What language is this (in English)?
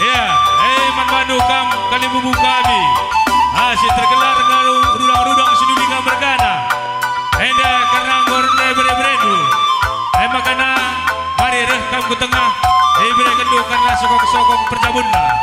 Batak Karo